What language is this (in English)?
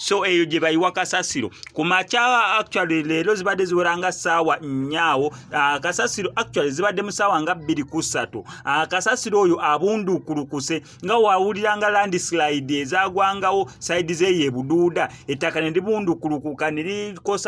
Ganda